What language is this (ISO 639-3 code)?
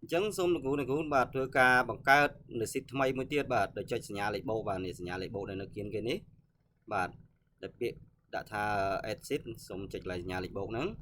khm